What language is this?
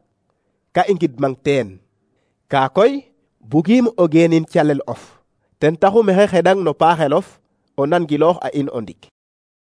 Serer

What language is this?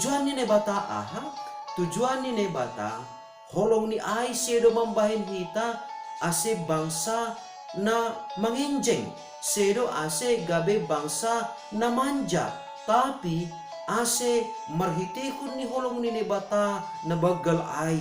Batak Simalungun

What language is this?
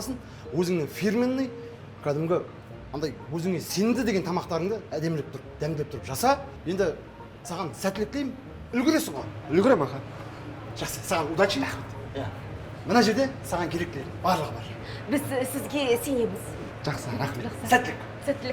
Kazakh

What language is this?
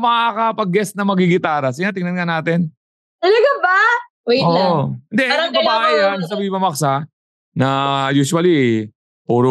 Filipino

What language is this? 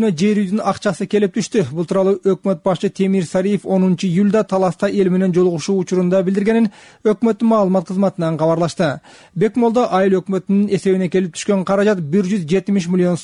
Kyrgyz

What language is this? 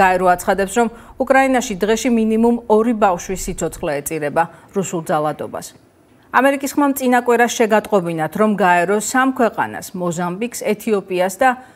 Georgian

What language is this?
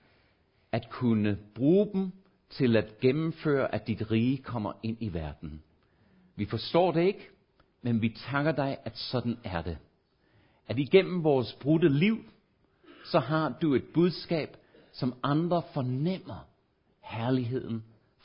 Danish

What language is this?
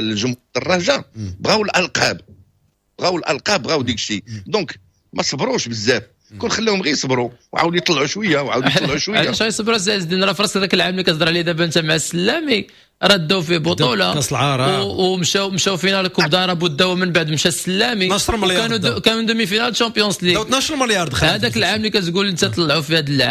Moroccan Arabic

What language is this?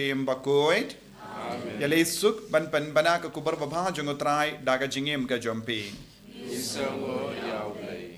Khasi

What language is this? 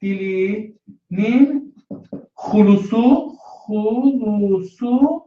South Azerbaijani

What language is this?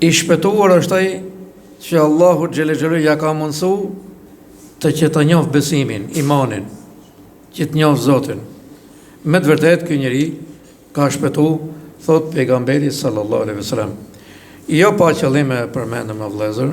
Albanian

